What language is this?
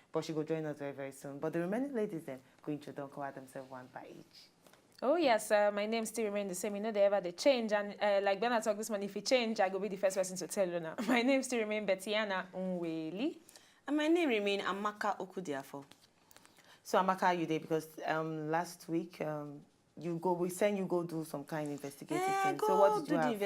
Nigerian Pidgin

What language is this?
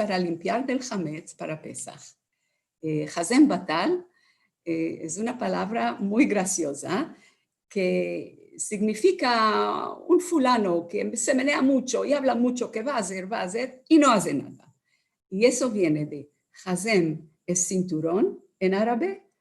Ladino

